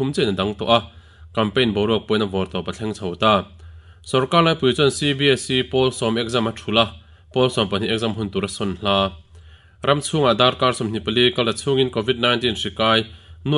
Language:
Mizo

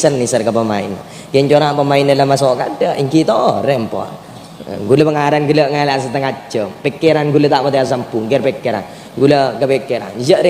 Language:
Madurese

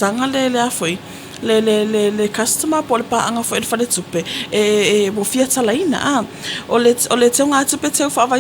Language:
Samoan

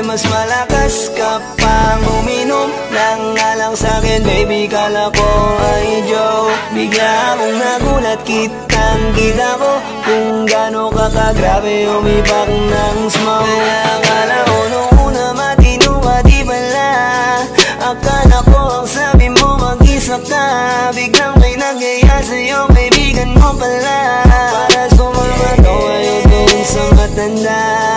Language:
Filipino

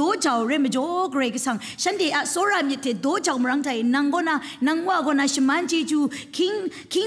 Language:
Kachin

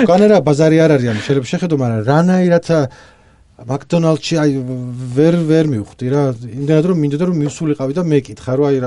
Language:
Georgian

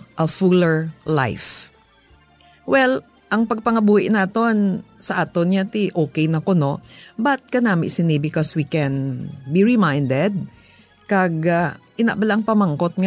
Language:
Hiligaynon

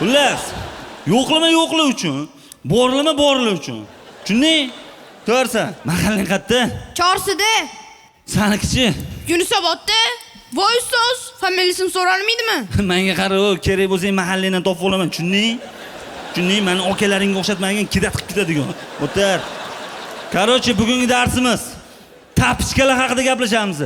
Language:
Uzbek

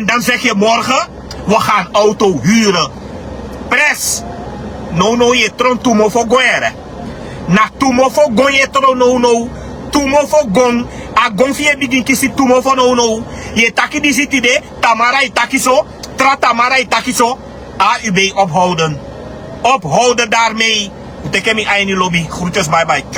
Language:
Sranan Tongo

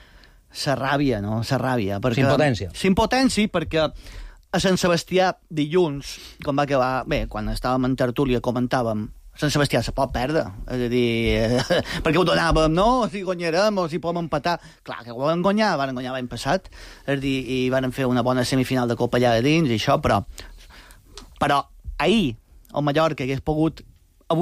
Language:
Catalan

